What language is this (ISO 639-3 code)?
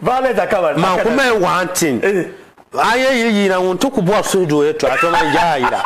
dag